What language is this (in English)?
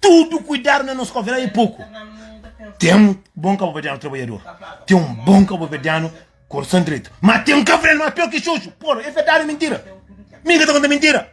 Kabuverdianu